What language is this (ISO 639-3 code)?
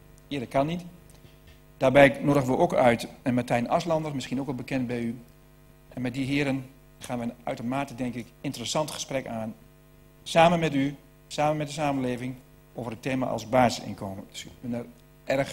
nld